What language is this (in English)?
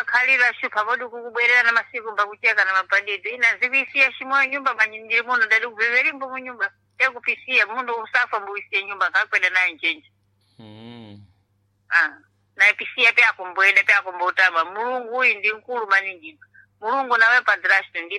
Sena